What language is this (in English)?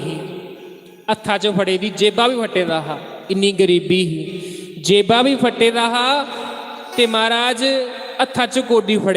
Dogri